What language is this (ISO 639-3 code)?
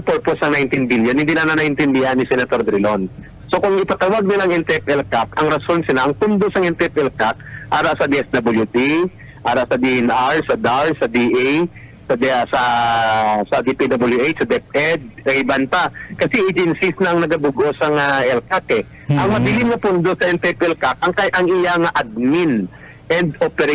hil